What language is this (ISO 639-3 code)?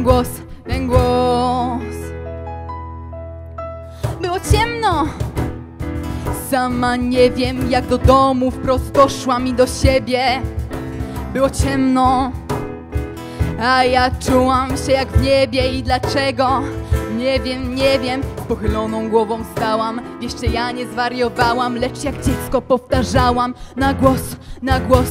pol